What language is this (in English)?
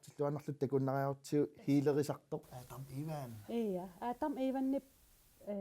Kalaallisut